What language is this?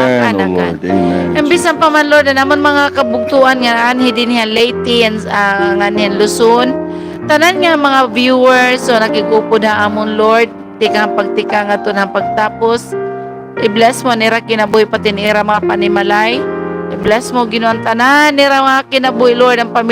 Waray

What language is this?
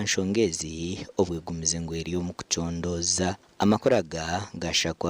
Nyankole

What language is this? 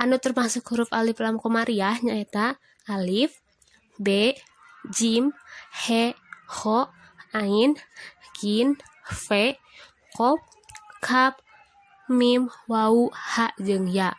Sundanese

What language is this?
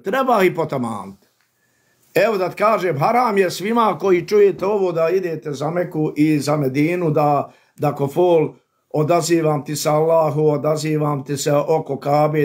Bosnian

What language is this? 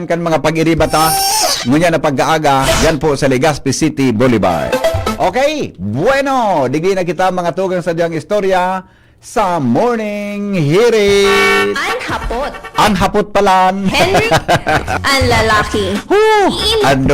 Bikol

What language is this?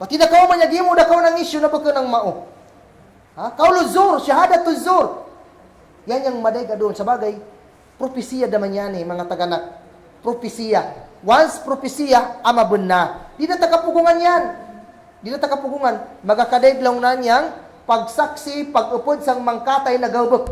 Kagan Kalagan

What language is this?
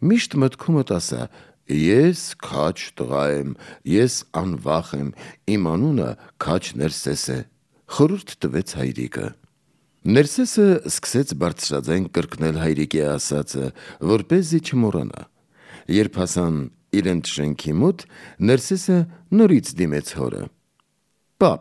Armenian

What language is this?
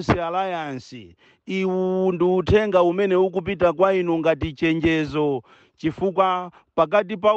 Nyanja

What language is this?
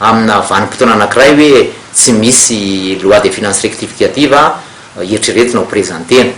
Malagasy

